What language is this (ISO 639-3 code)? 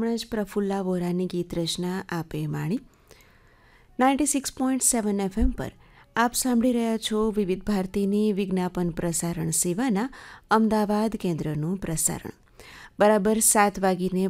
guj